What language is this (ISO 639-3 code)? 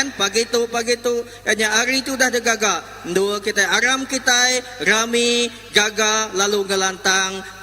iba